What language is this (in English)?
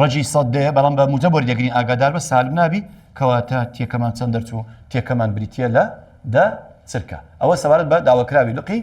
Central Kurdish